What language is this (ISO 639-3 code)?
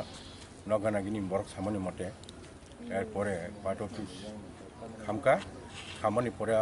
trp